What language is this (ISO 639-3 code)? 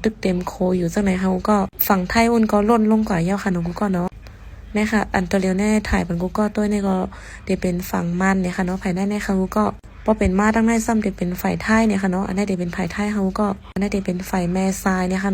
shn